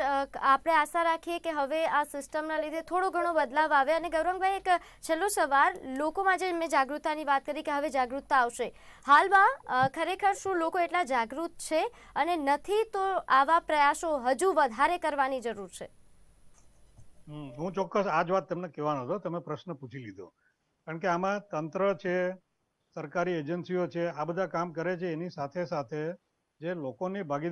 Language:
Gujarati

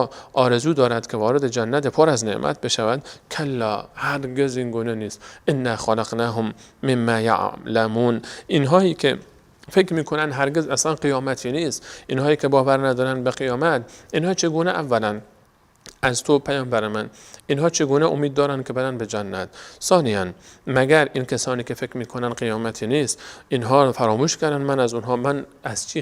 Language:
Persian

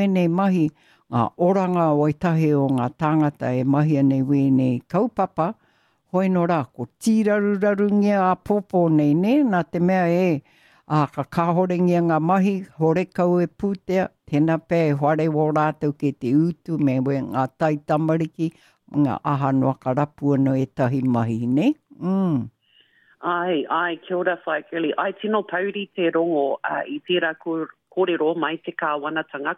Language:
Māori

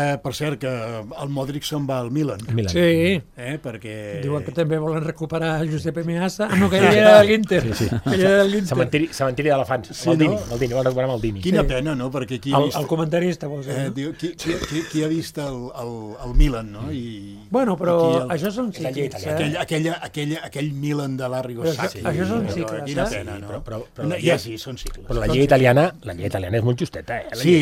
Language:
Catalan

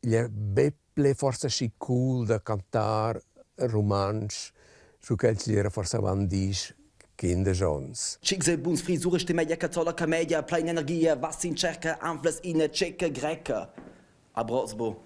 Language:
Romansh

